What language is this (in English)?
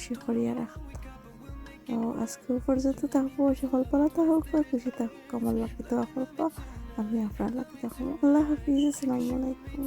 Sylheti